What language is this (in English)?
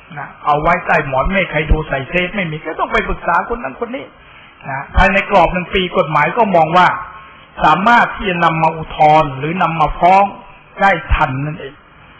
Thai